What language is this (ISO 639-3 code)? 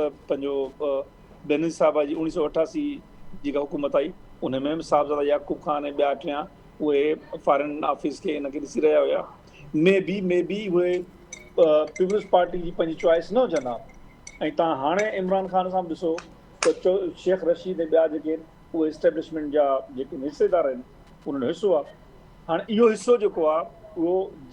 snd